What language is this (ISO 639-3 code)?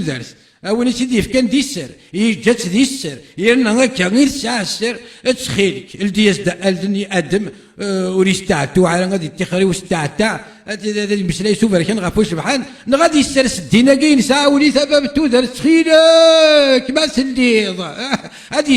kab